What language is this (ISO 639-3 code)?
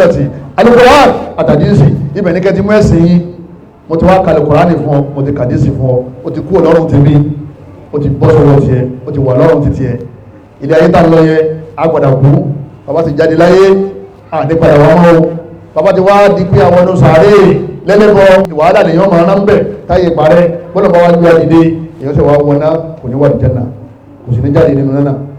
yor